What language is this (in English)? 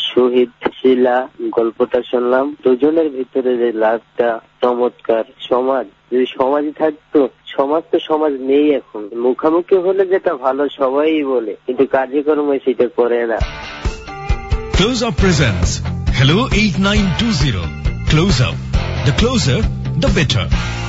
Bangla